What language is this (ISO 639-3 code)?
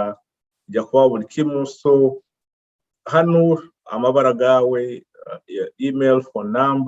nyo